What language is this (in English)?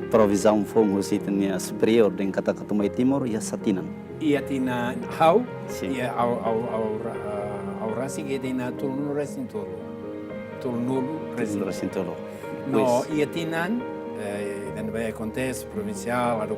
Tetum